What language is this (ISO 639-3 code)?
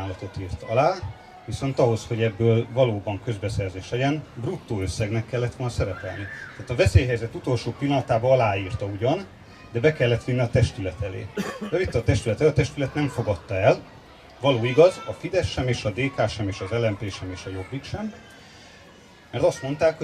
hun